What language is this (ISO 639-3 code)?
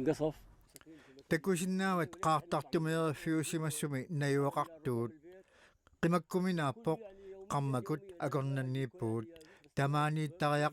kal